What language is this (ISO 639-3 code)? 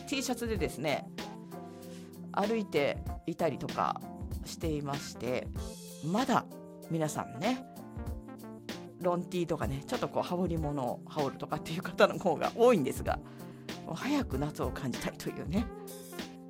jpn